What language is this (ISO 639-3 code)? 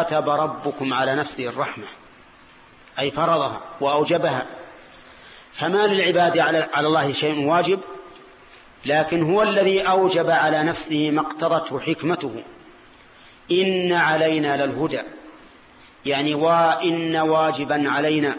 ara